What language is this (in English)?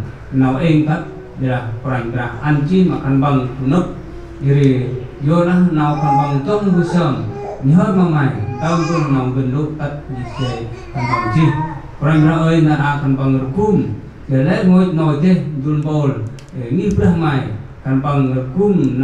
Central Mnong